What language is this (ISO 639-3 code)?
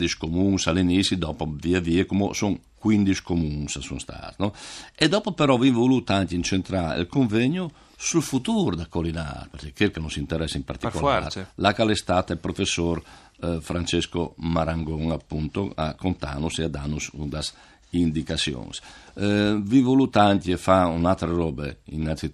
fur